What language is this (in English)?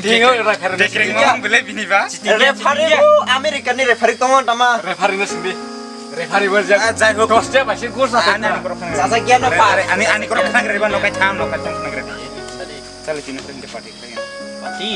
Kok Borok